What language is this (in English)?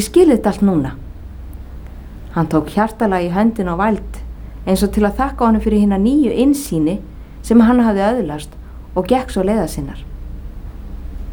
Icelandic